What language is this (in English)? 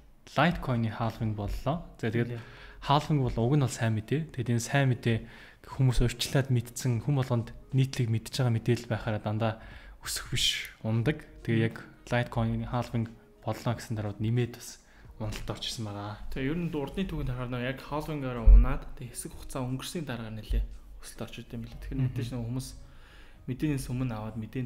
Mongolian